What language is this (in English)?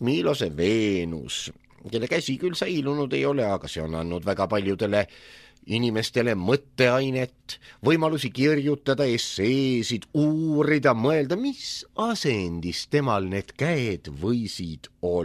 Estonian